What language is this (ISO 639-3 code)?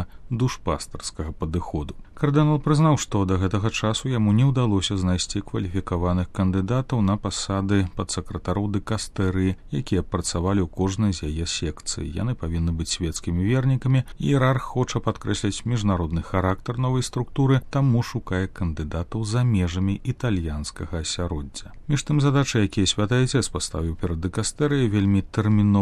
bel